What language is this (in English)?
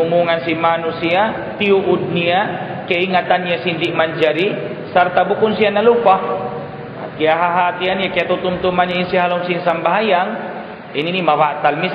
Tausug